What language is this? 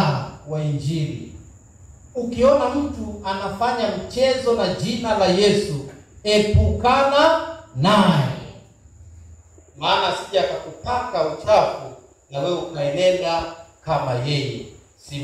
Swahili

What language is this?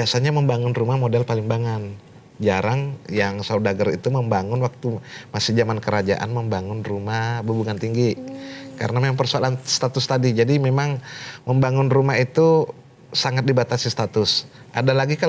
Banjar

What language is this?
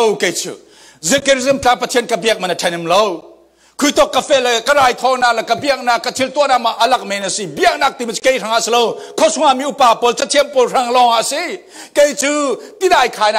Falam Chin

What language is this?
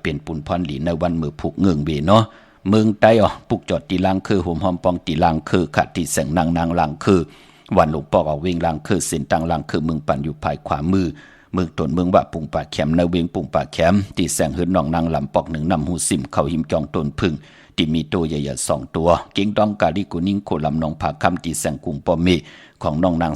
Shan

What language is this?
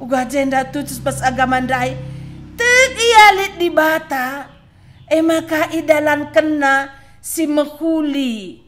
Batak Karo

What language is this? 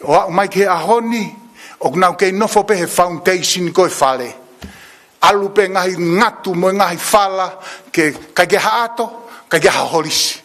Tongan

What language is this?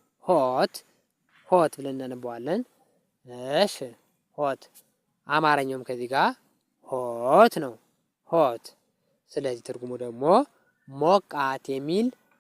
Amharic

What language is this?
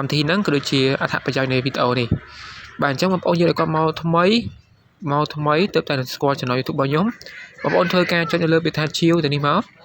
Khmer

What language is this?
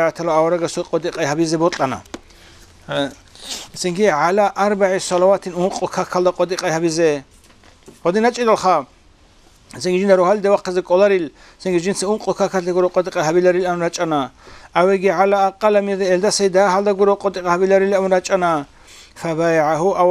Avaric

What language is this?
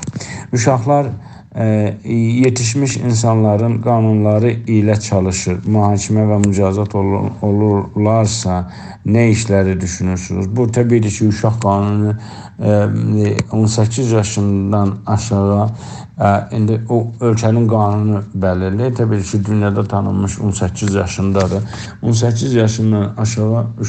South Azerbaijani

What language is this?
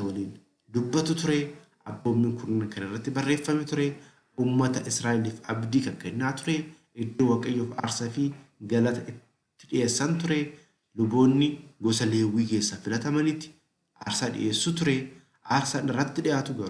Oromo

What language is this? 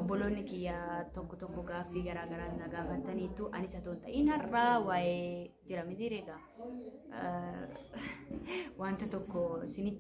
Oromo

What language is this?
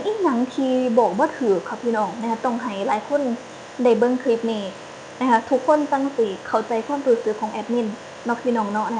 Northeastern Thai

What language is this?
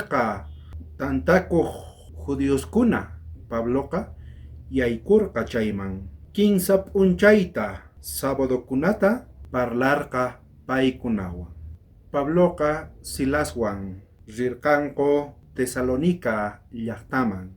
South Bolivian Quechua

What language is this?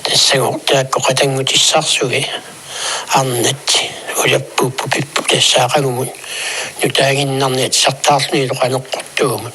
Kalaallisut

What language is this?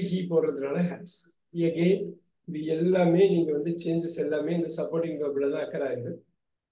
Tamil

